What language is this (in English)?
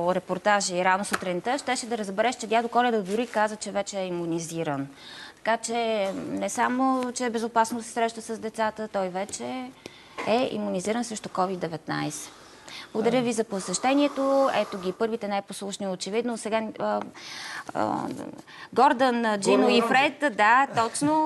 Bulgarian